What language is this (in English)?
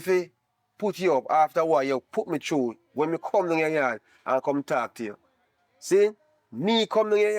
Jamaican Creole English